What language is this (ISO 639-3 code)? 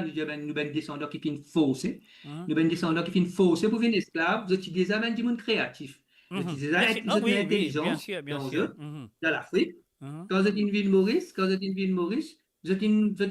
mfe